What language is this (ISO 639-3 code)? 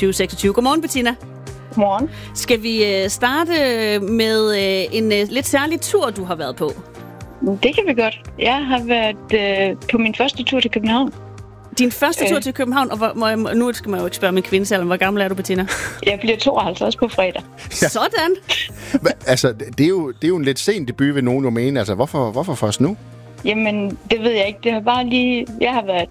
dan